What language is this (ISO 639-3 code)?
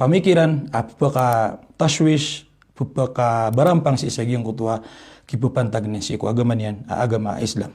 mrw